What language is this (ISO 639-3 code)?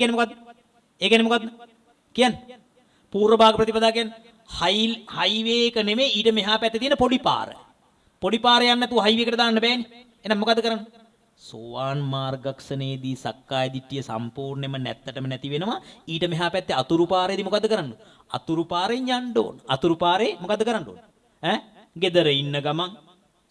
sin